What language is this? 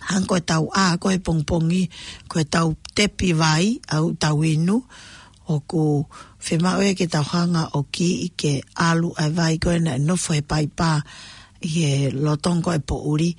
Tongan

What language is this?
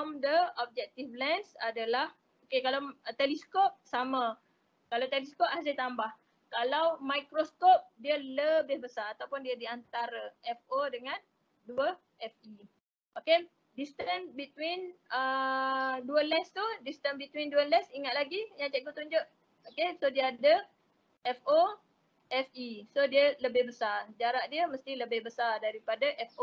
Malay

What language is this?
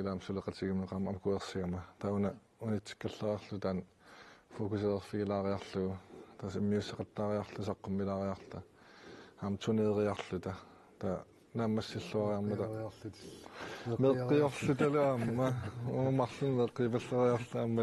Kalaallisut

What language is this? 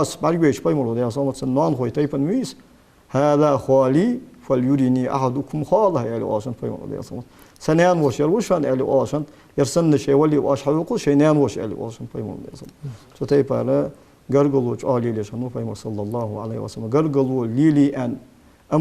Ingush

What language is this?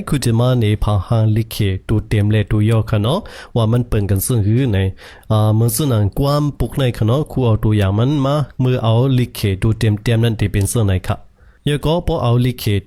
Shan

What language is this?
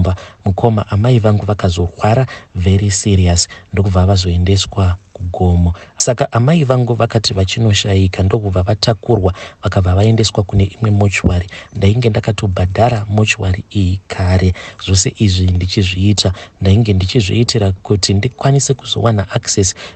Shona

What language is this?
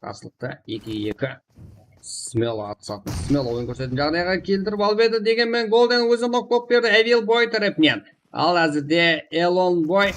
Kara-Kalpak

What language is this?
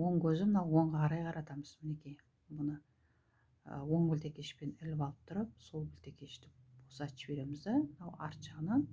Kazakh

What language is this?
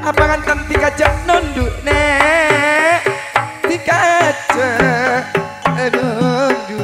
Madurese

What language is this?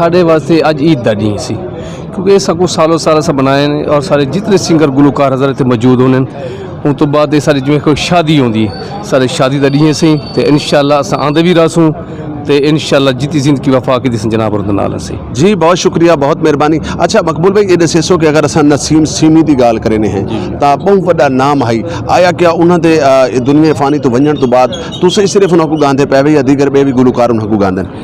Saraiki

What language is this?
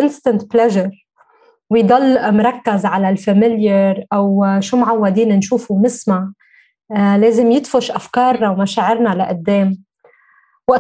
North Levantine Arabic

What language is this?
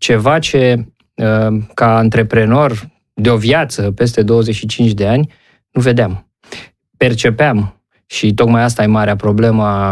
Romanian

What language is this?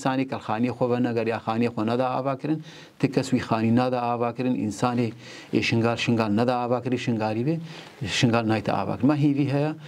Kurdish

